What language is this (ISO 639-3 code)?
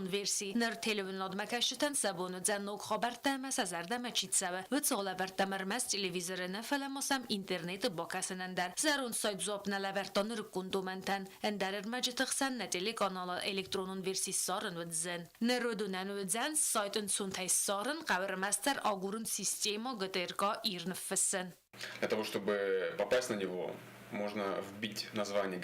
oss